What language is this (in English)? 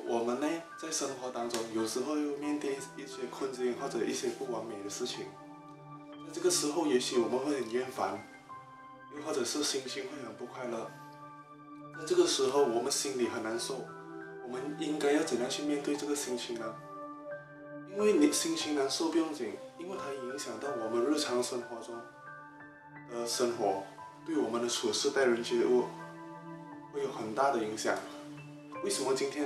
Chinese